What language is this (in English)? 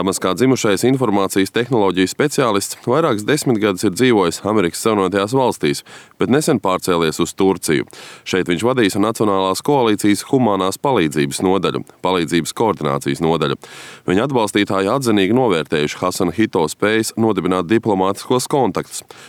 Latvian